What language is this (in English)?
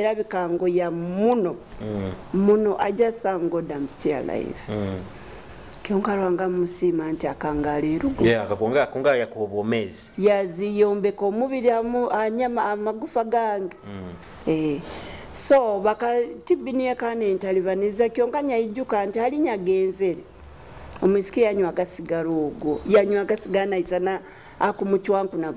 Nyoro